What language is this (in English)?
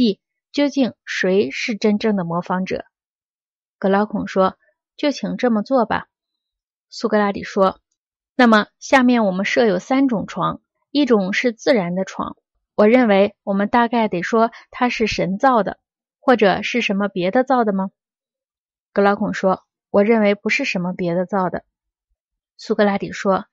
Chinese